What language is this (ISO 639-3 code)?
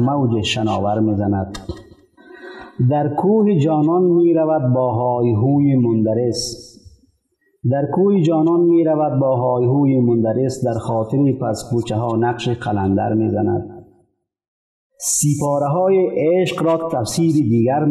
fas